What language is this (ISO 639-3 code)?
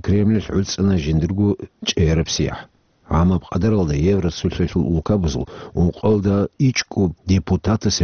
ava